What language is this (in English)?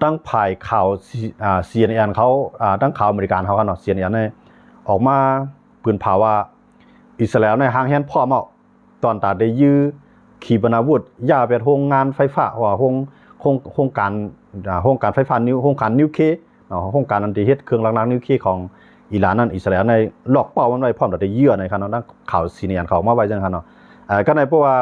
Shan